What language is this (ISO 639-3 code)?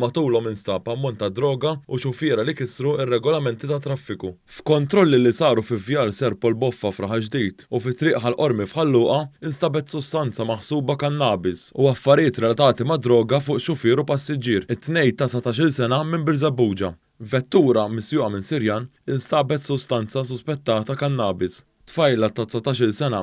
mlt